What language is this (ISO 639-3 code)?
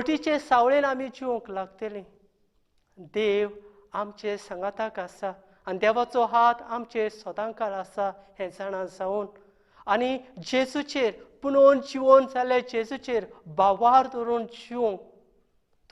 kok